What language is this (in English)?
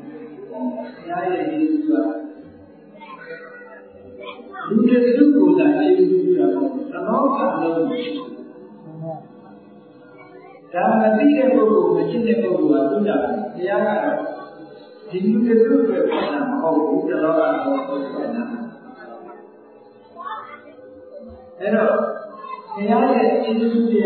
Burmese